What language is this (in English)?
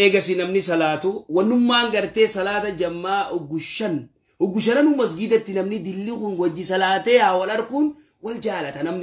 Oromo